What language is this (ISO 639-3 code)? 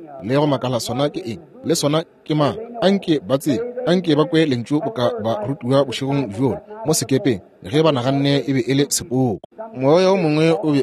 nso